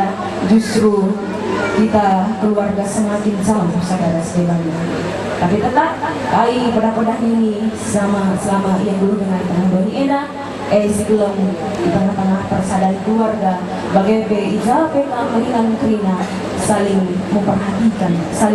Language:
Batak Karo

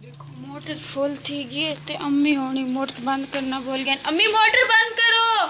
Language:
Saraiki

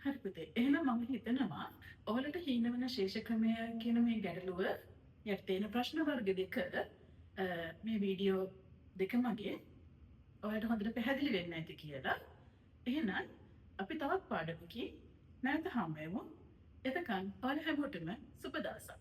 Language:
Sinhala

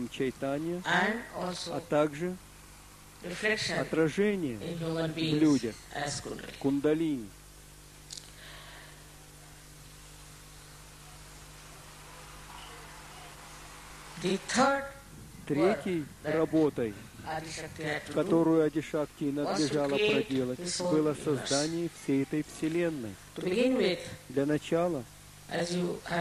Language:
Russian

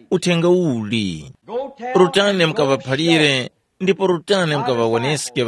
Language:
Tumbuka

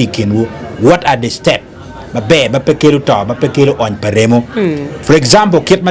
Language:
Acoli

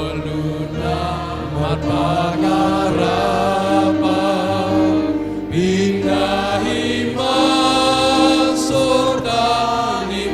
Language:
Batak Simalungun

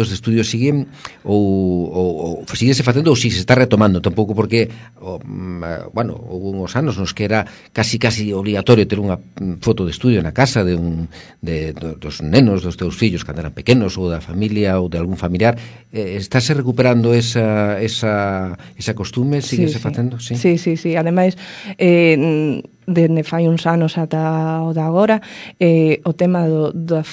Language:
Galician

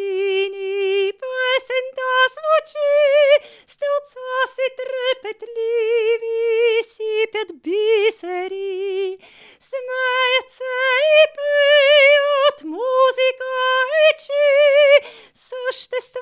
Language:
Bulgarian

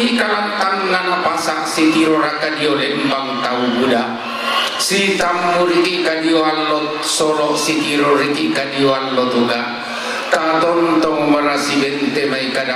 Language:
Toraja-Sa'dan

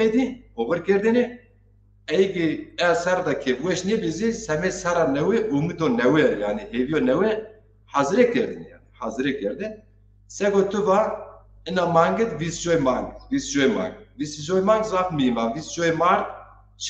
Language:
Zaza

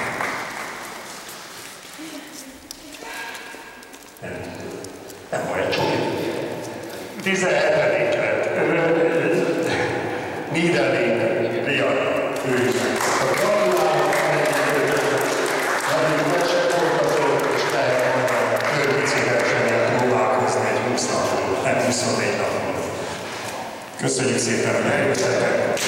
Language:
Hungarian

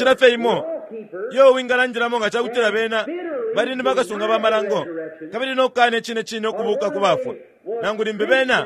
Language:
Bemba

